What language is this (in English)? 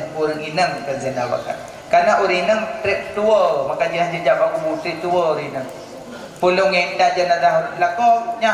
Achinese